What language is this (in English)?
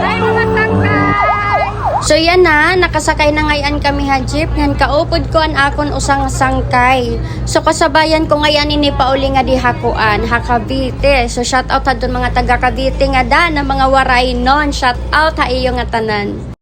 Waray